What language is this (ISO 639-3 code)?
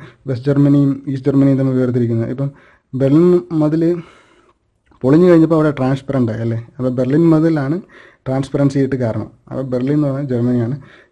mal